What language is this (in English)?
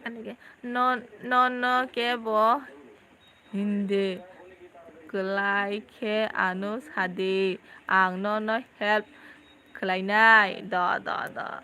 Kok Borok